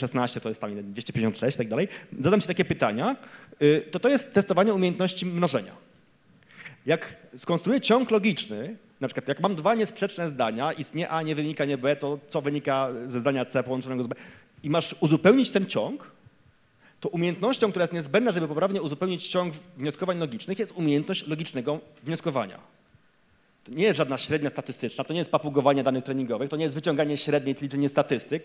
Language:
Polish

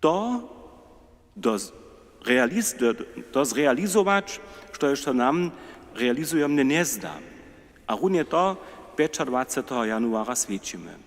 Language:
Upper Sorbian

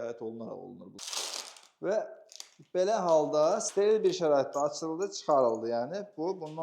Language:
Azerbaijani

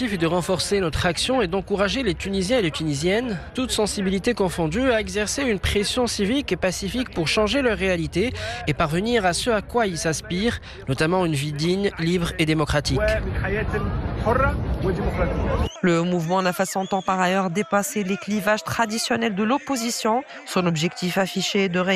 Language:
French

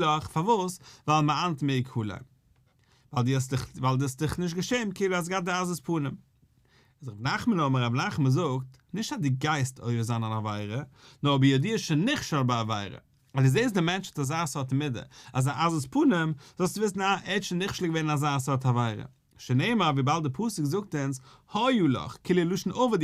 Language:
Yiddish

